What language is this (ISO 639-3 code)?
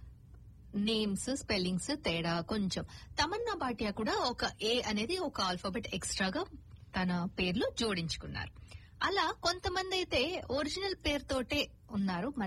tel